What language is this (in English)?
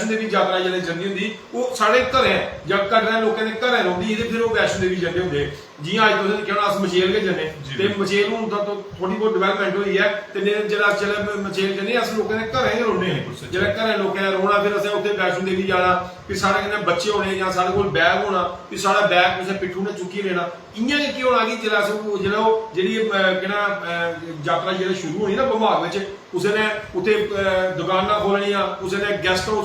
Dogri